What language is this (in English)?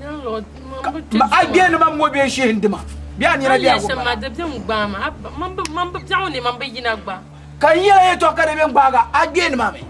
Dagbani